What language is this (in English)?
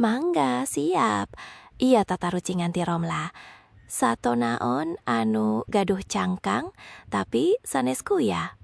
Sundanese